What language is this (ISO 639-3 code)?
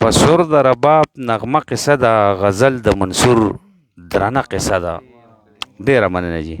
pus